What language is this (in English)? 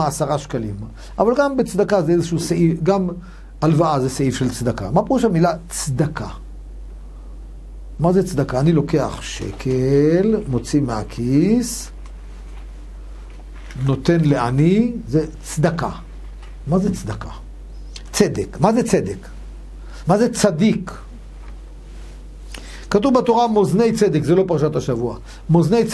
Hebrew